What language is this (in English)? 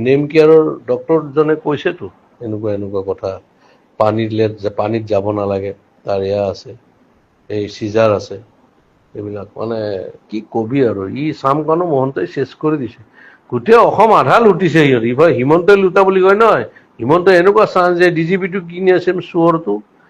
Assamese